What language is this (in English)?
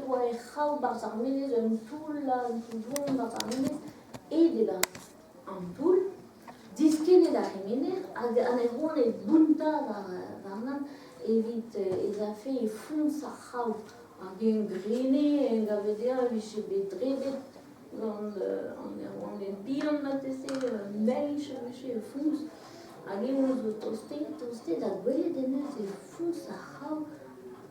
Breton